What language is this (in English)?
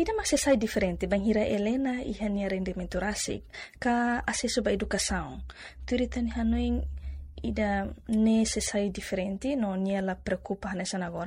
Tetum